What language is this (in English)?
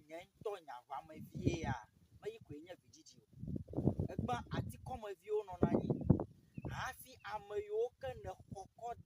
Ewe